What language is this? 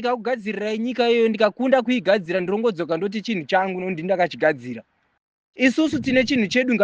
Shona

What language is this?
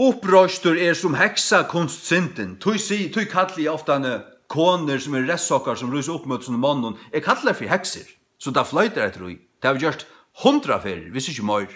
Faroese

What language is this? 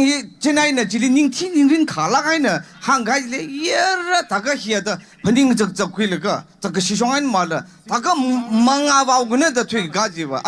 Tangkhul Naga (India)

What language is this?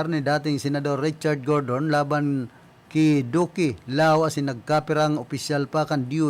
Bikol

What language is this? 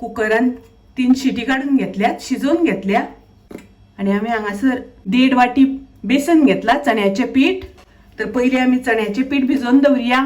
Konkani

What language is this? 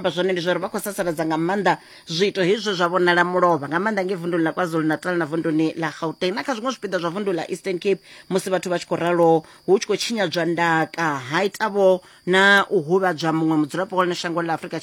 Venda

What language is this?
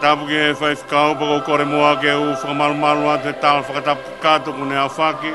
Tongan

